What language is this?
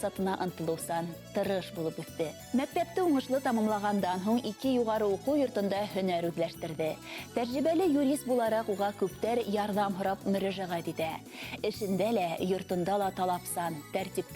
Bashkir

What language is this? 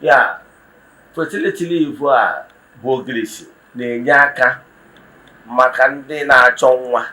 Igbo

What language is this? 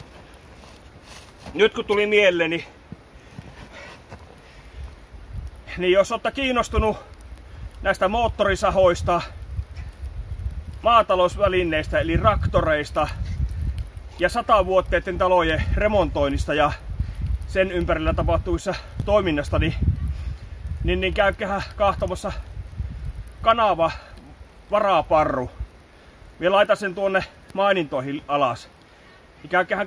Finnish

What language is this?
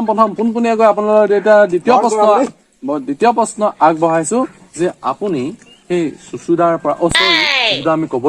Assamese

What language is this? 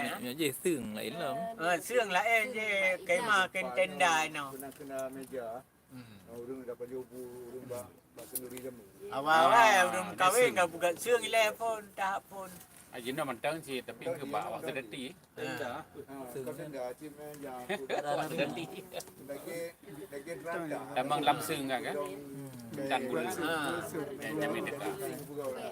Achinese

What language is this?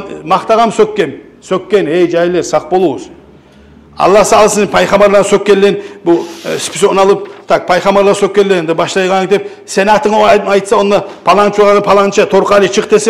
Kumyk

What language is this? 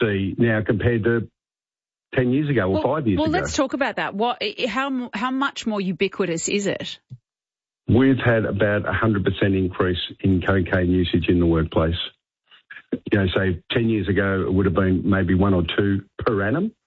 English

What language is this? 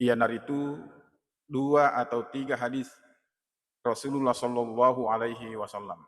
Buginese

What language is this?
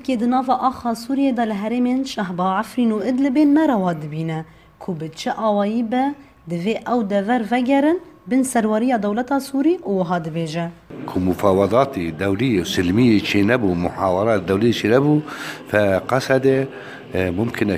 Kurdish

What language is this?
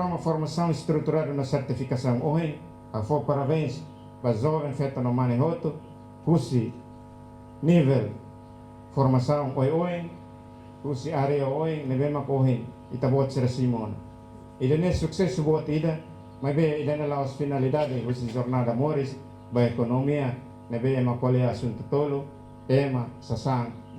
Tetum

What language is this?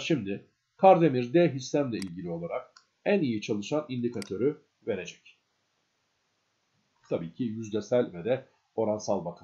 Turkish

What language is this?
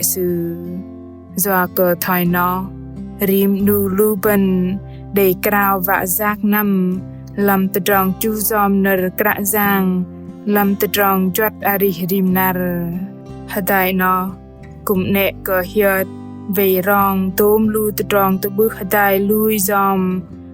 Bahnar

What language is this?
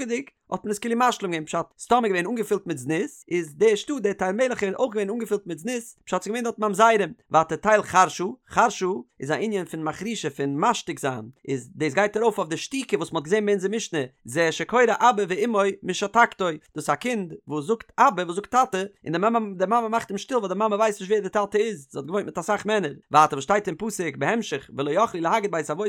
Yiddish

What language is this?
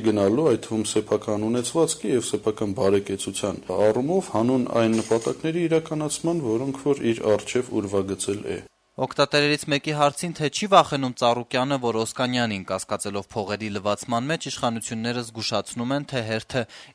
Armenian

